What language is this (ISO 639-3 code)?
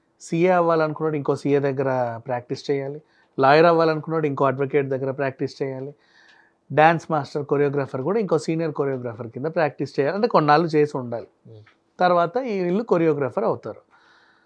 tel